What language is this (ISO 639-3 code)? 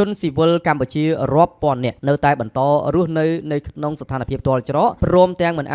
khm